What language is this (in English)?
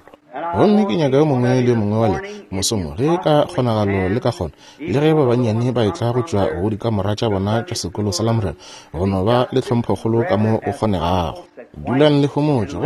Northern Sotho